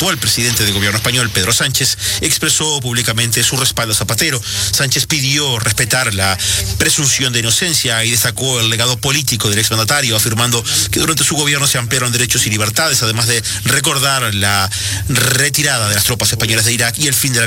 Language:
Spanish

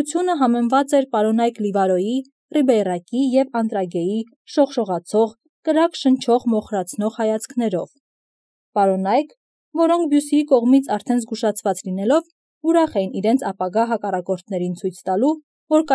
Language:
Armenian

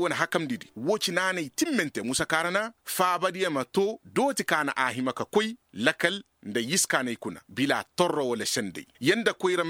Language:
Koyraboro Senni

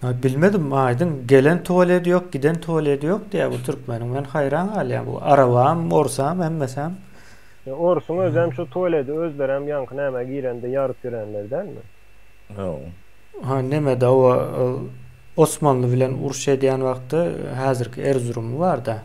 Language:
Turkmen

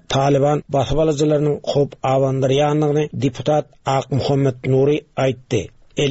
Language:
Turkmen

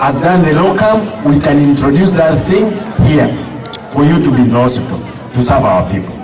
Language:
Gusii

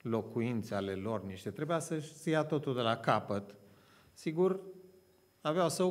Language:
Romanian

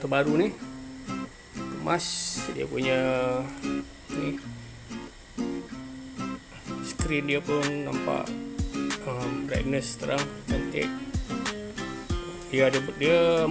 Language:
Malay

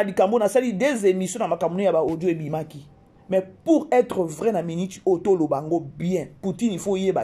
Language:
Lingala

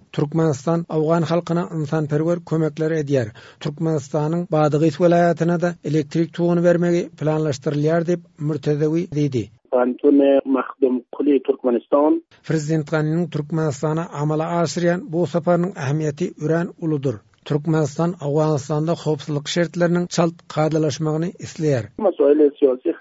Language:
Turkmen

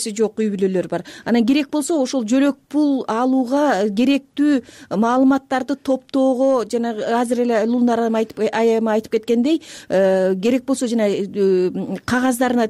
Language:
Kyrgyz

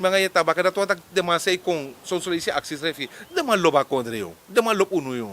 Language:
Sranan Tongo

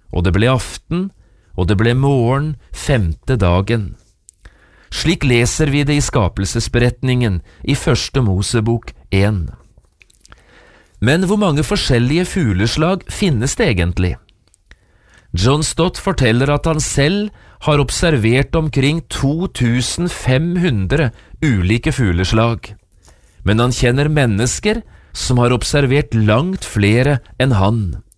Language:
Norwegian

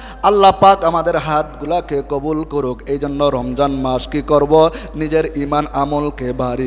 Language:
Bangla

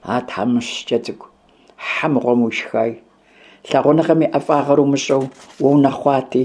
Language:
Kabardian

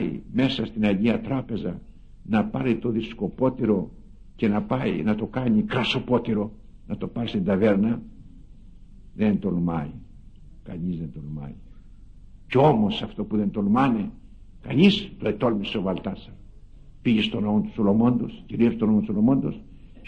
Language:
Greek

